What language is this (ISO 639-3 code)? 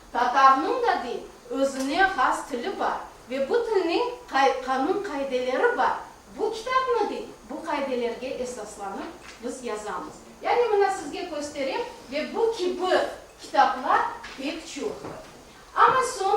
crh